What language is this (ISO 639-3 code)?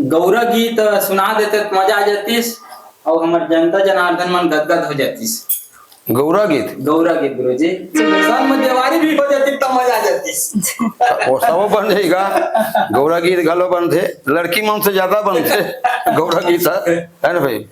hne